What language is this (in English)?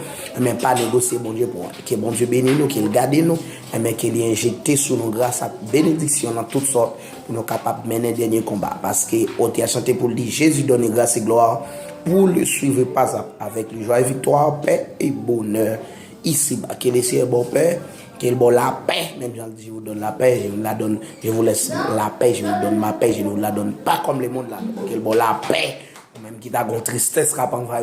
Haitian Creole